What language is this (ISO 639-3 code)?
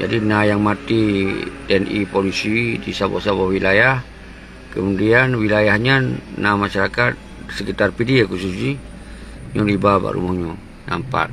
ace